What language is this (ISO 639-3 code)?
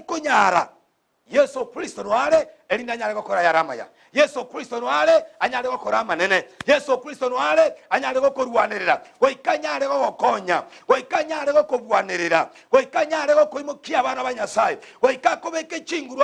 guz